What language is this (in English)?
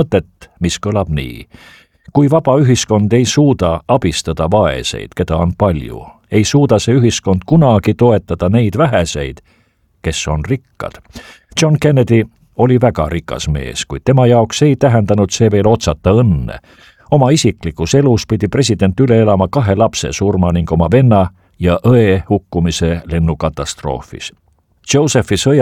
Estonian